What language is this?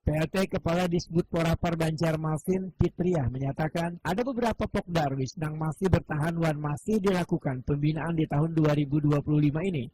Banjar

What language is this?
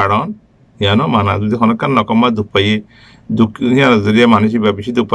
Rohingya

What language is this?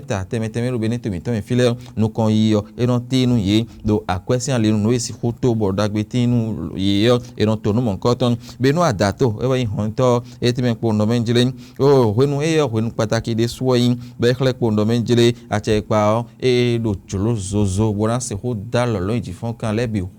Fon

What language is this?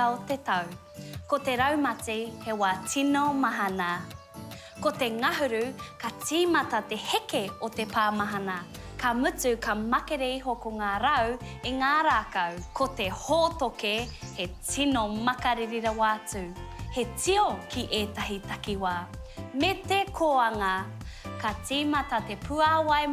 Māori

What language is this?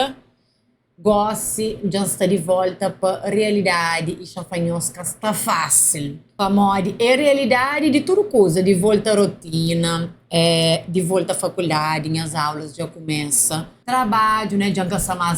Kabuverdianu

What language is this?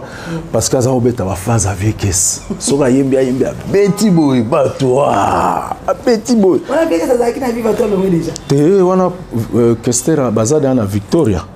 Lingala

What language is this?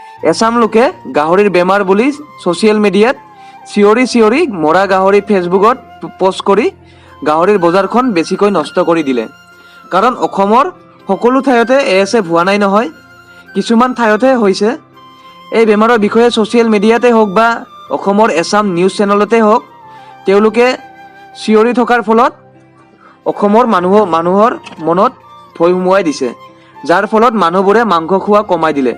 Assamese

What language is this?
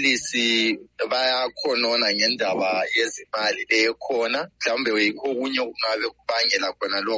North Ndebele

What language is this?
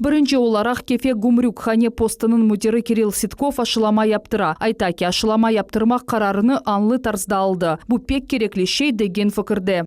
Crimean Tatar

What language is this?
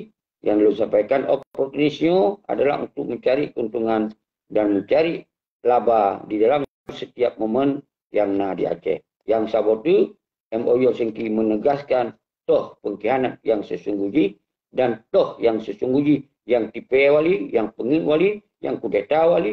Achinese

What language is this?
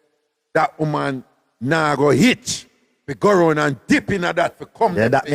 Jamaican Creole English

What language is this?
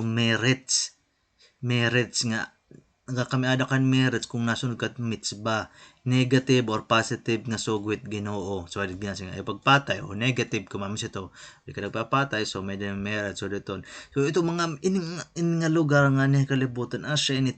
Waray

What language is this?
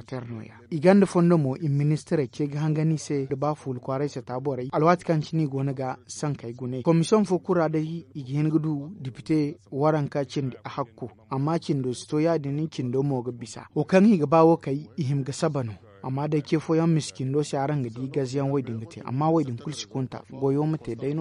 Zarma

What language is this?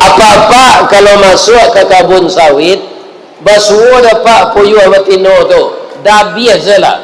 Minangkabau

